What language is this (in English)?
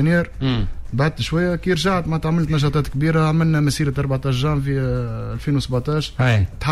Tunisian Arabic